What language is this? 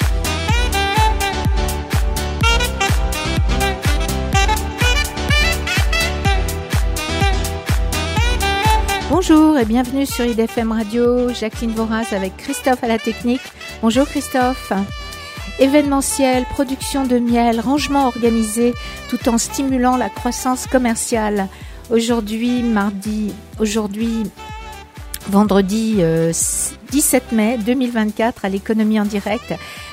French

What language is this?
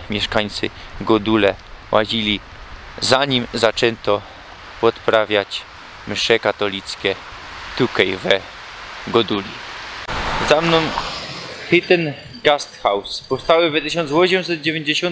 Silesian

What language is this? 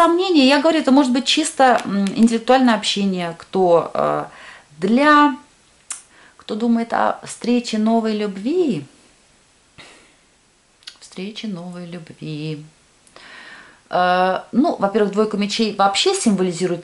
Russian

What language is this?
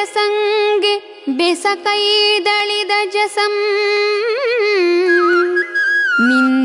Kannada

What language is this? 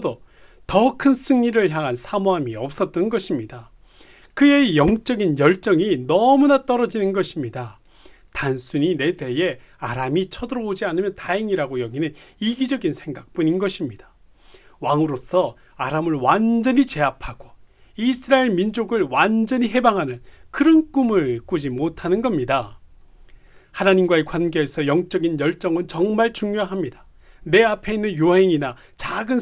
Korean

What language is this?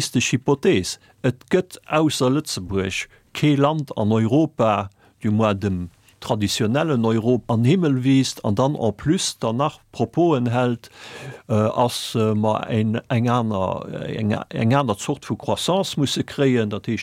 Luxembourgish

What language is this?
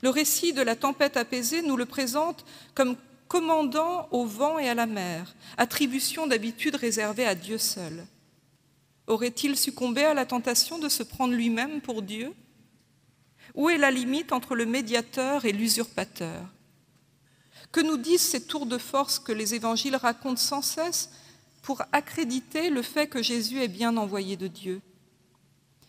French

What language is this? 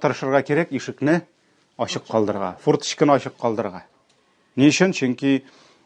Tatar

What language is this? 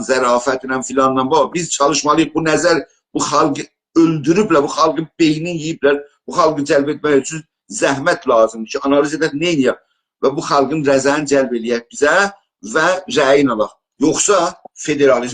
South Azerbaijani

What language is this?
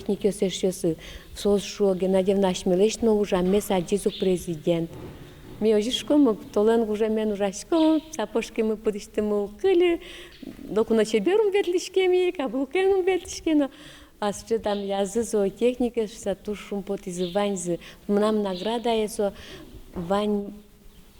Udmurt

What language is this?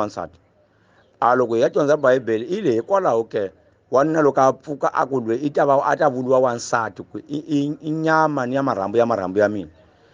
Tsonga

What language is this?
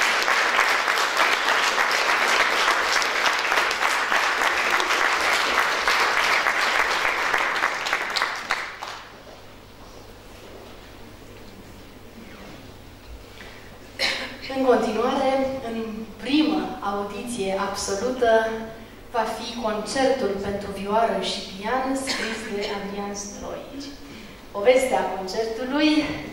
Romanian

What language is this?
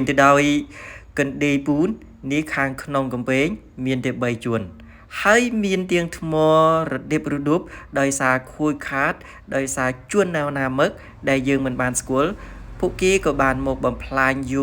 Khmer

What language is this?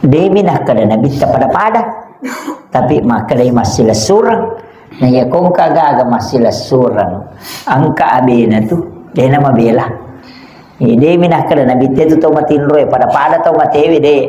Buginese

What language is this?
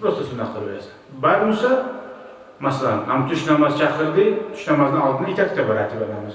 Kumyk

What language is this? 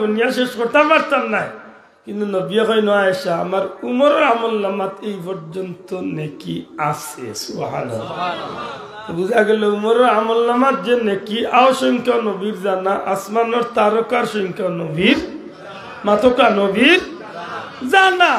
Sylheti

